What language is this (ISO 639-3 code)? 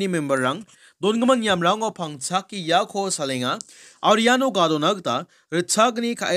grt